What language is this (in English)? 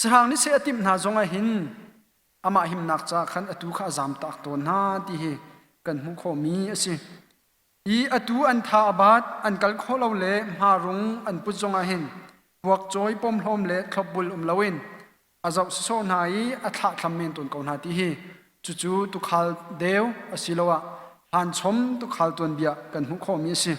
Hakha Chin